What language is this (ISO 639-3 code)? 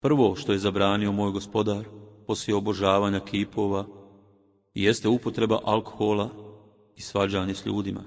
bos